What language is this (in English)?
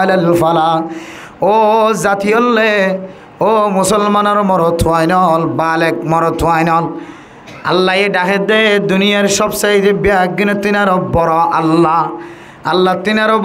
Rohingya